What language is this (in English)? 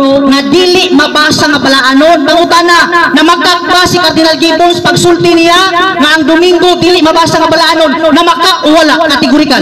Cebuano